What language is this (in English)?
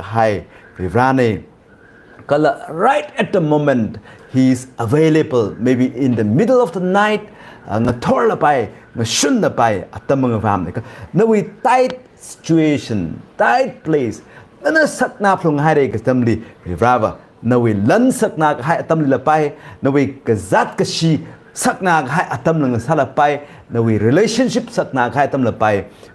Tangkhul Naga (India)